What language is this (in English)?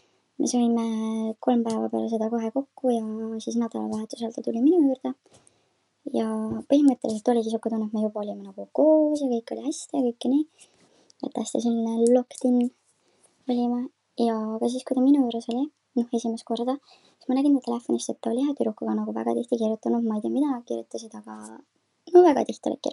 Estonian